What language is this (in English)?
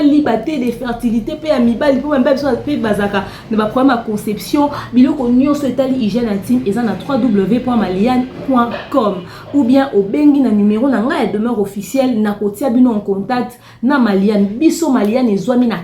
Lingala